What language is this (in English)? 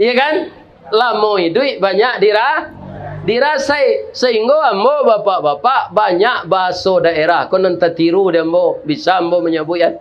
Minangkabau